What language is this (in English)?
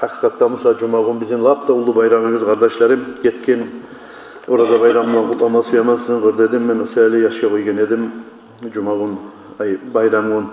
Kumyk